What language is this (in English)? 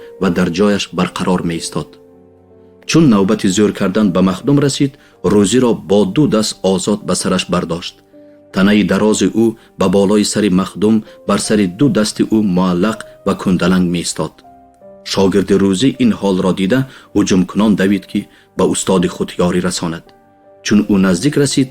Tajik